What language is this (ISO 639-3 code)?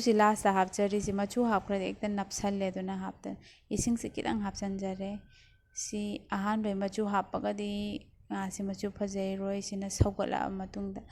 mni